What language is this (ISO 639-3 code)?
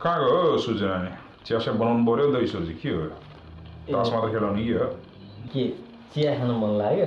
nep